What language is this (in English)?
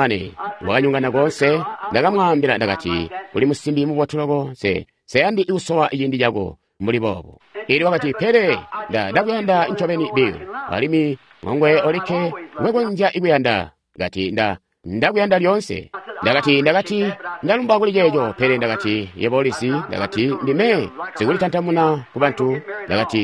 Tonga (Zambia)